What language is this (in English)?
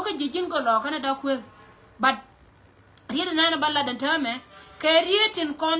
Nuer